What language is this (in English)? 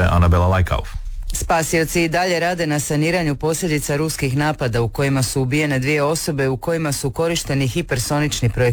Croatian